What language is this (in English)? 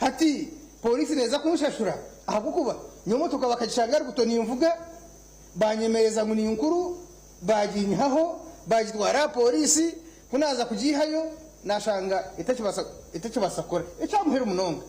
Nyankole